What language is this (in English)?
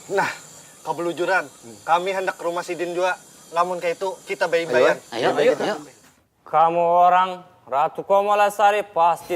Banjar